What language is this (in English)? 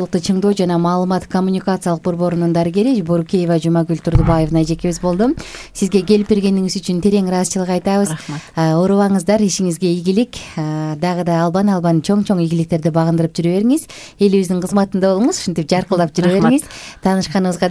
Kyrgyz